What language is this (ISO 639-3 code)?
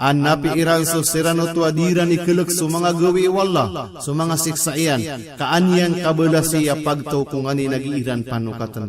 mrw